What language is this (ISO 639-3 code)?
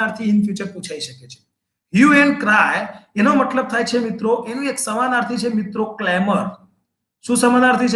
guj